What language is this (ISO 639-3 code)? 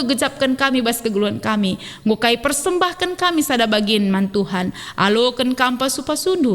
btx